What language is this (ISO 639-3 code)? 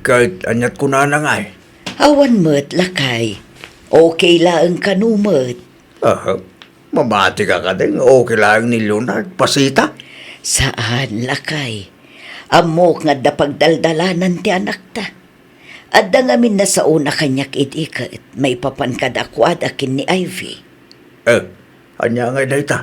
ilo